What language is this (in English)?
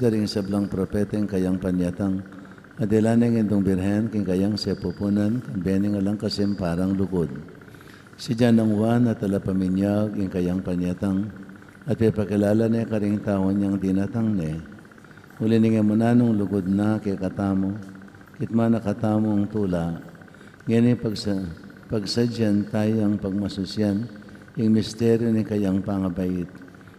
Pampanga